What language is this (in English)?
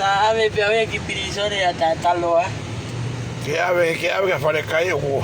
Tongan